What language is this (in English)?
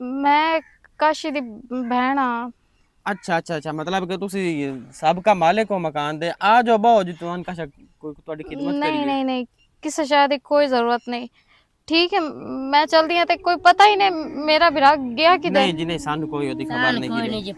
Western Panjabi